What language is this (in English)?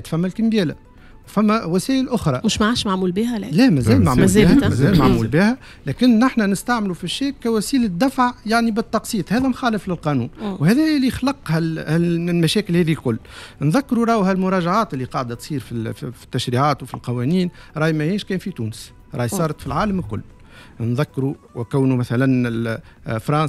Tunisian Arabic